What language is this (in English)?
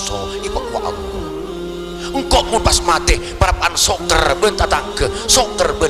Madurese